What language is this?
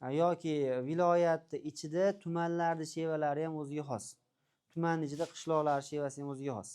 Uzbek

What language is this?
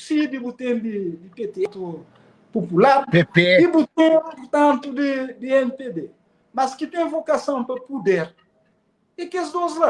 Kabuverdianu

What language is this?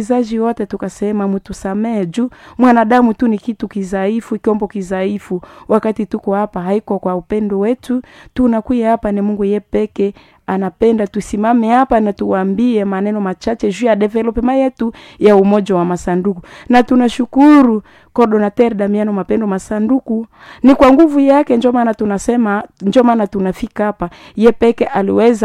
Swahili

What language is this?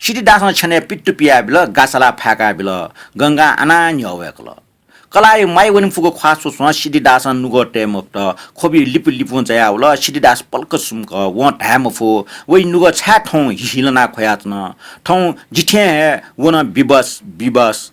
Newari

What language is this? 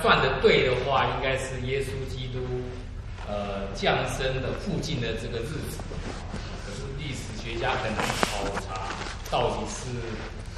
Chinese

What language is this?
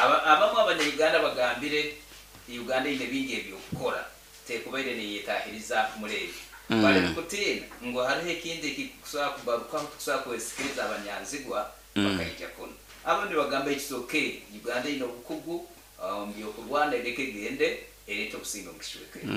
Nyankole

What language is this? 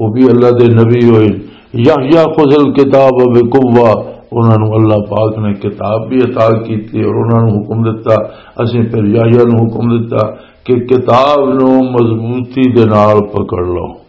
Western Panjabi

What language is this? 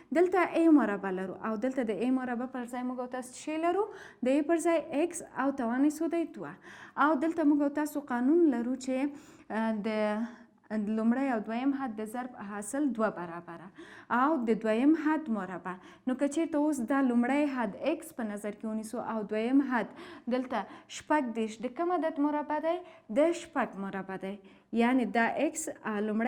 Pashto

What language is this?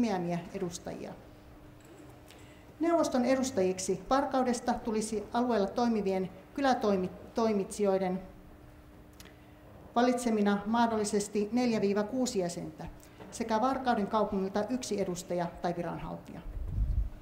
Finnish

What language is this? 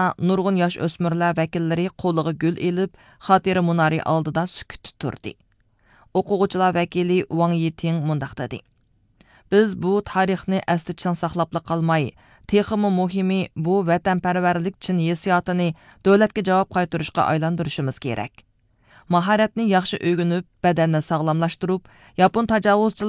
Uyghur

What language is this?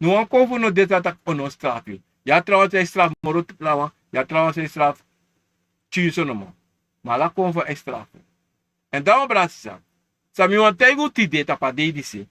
Sranan Tongo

